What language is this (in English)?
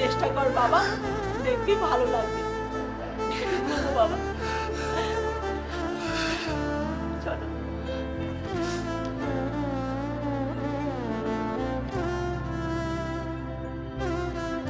Bangla